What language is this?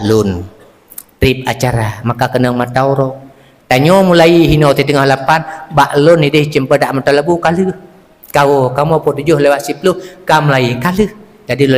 Achinese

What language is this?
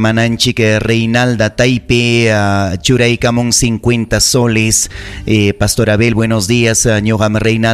Ayacucho Quechua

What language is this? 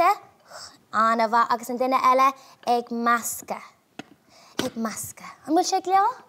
Irish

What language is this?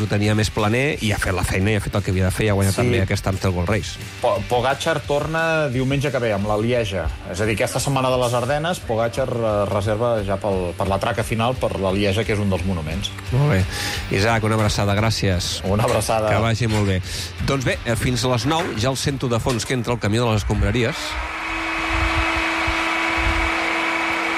Catalan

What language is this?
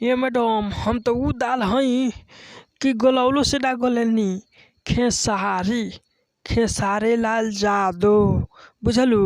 Bhojpuri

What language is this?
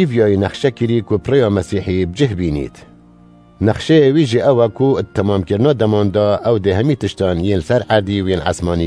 Kurdish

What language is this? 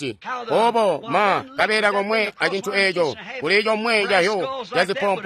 Tonga (Zambia)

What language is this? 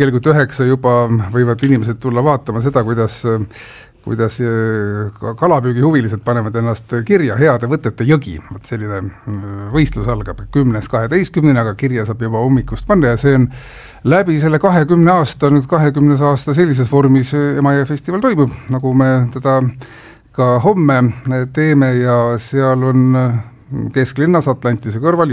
Estonian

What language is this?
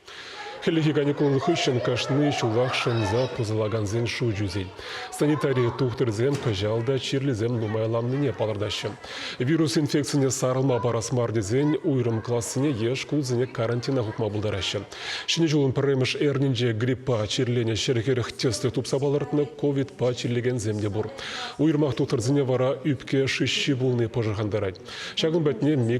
Chuvash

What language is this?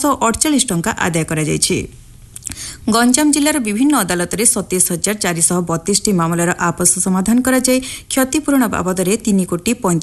Odia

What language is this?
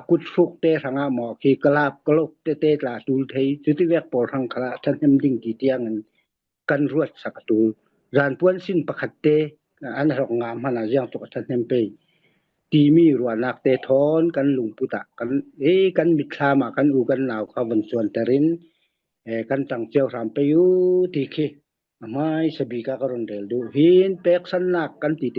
Falam Chin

